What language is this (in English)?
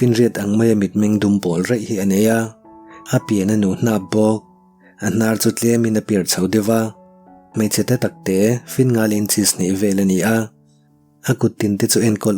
Mizo